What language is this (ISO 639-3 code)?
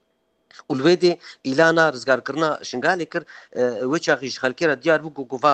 kur